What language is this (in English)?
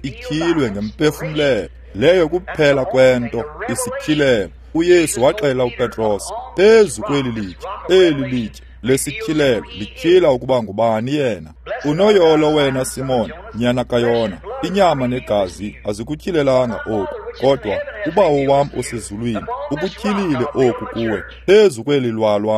Xhosa